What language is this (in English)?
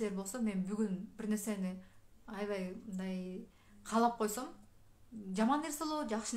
Kyrgyz